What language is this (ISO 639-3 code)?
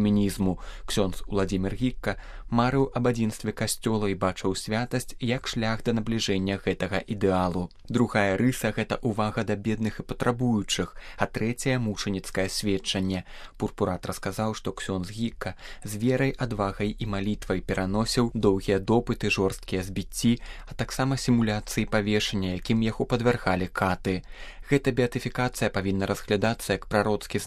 bel